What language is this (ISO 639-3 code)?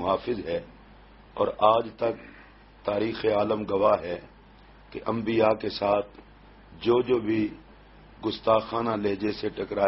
urd